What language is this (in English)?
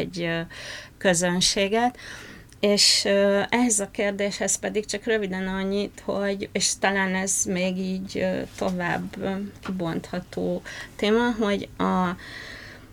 Hungarian